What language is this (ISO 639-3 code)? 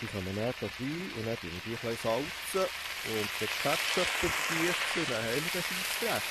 gsw